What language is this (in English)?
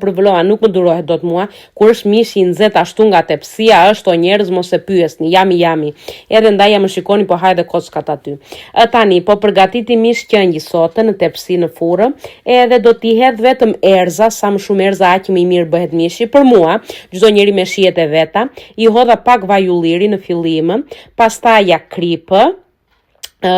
Albanian